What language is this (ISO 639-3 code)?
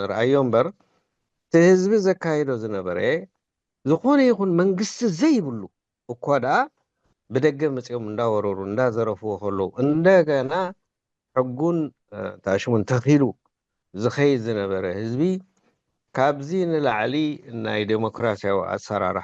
tir